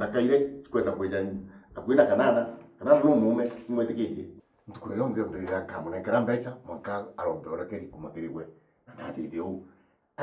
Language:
Meru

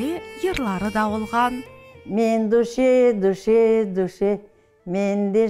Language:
Crimean Tatar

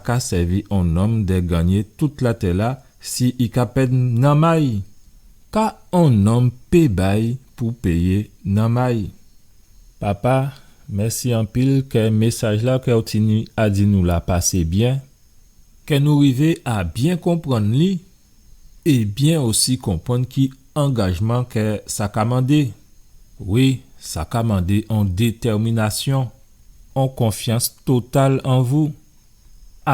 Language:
Guadeloupean Creole French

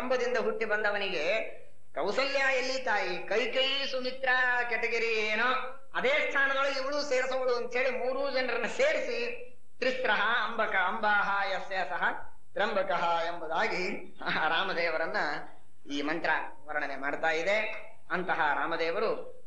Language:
Kannada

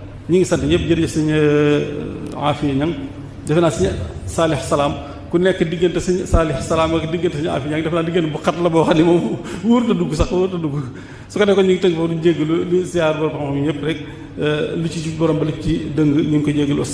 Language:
Wolof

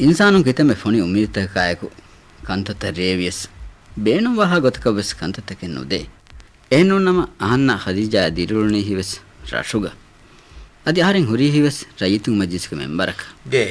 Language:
Divehi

